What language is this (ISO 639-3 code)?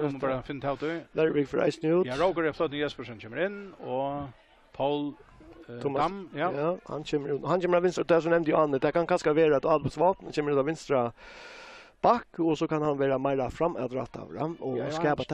fao